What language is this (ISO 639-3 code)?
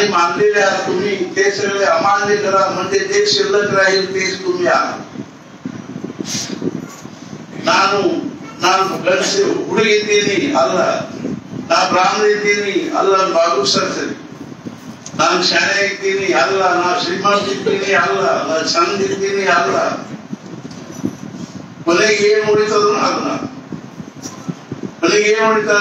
kan